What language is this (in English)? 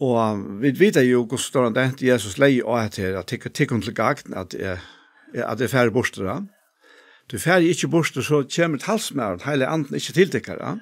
Faroese